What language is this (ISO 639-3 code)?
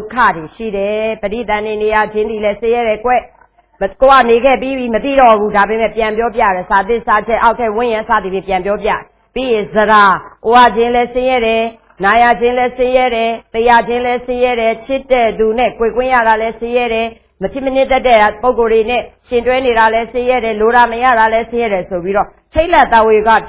mya